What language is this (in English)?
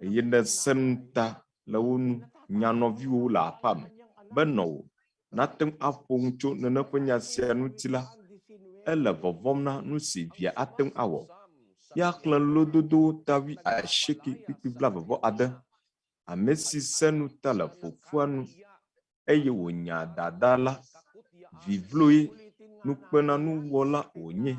Ewe